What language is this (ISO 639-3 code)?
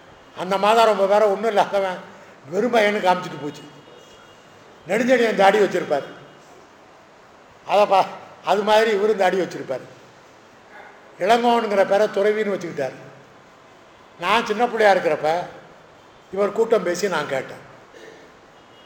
tam